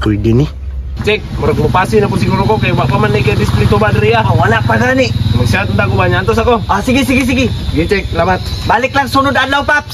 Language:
Cebuano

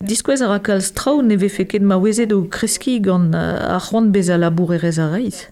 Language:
Breton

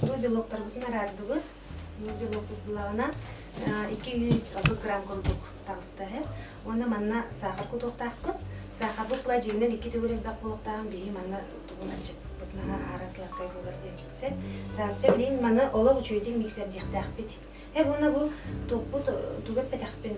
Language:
Yakut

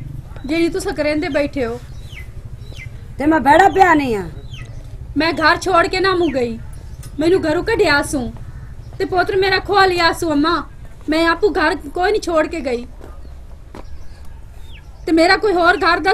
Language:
Punjabi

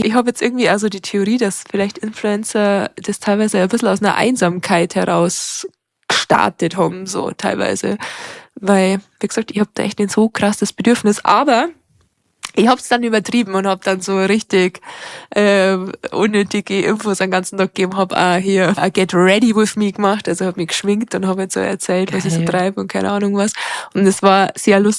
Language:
Bavarian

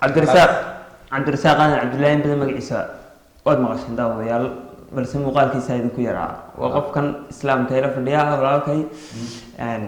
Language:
Somali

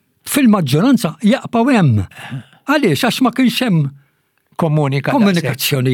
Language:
Maltese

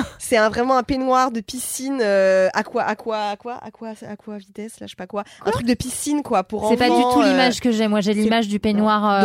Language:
French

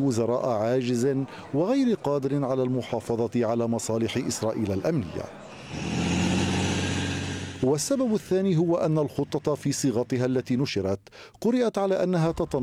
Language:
Arabic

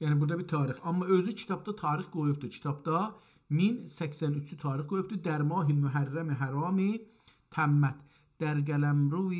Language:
South Azerbaijani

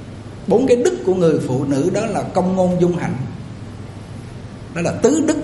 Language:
Vietnamese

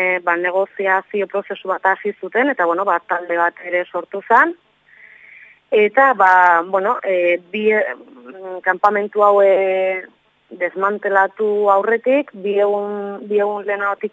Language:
Basque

